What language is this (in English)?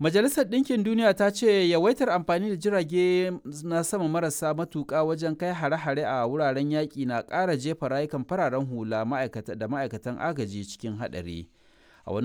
Hausa